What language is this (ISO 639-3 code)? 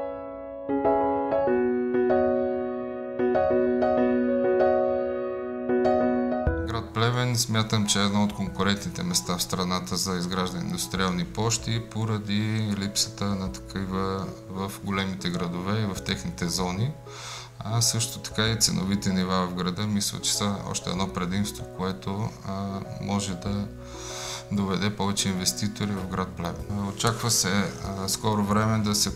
bul